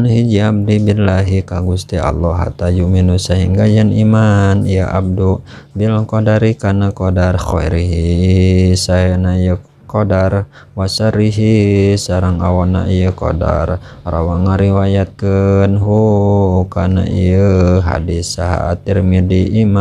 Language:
Sundanese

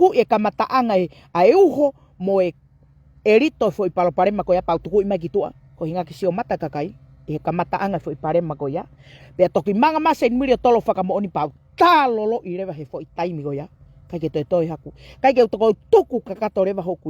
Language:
Tongan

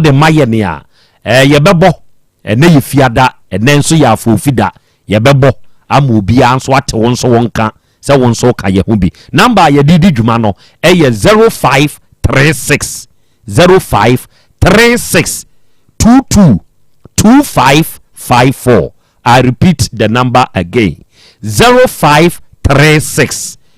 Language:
Akan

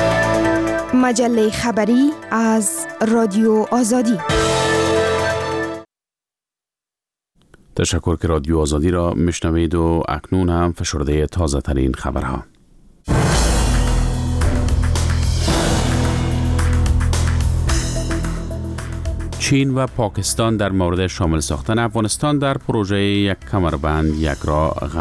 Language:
Persian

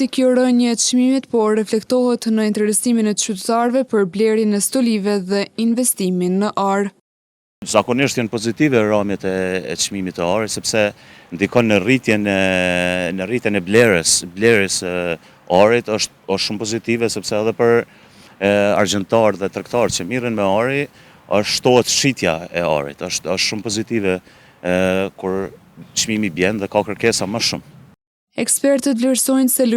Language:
Albanian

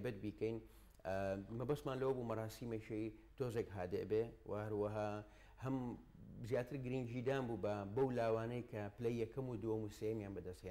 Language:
Central Kurdish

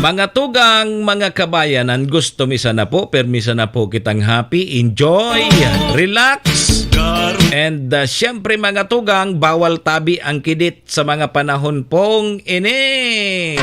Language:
Bikol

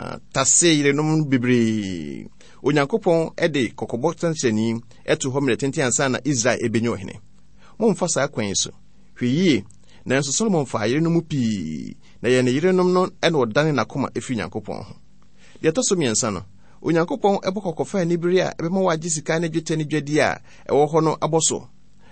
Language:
Akan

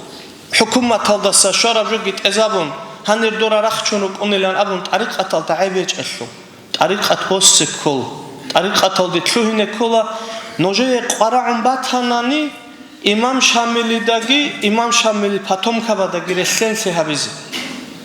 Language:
Avaric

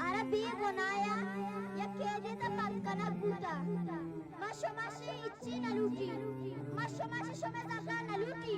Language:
Baluchi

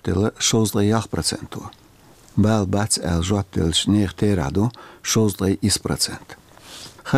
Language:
Chechen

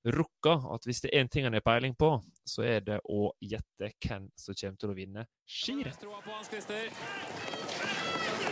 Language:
Norwegian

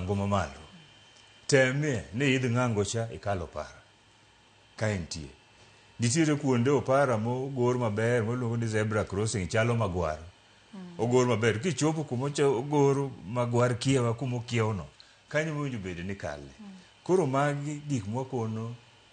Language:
Luo (Kenya and Tanzania)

